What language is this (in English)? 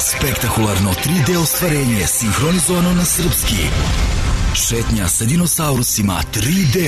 Serbian